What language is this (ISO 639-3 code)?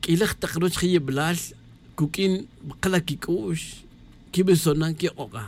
tzj